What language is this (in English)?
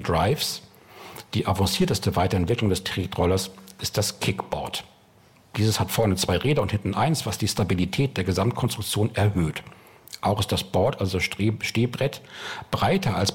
German